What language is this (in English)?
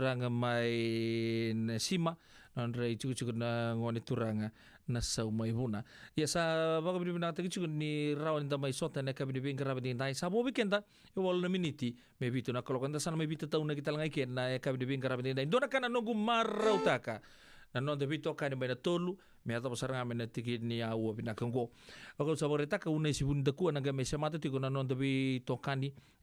Fijian